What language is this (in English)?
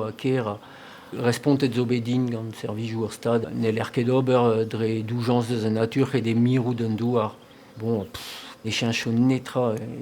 Breton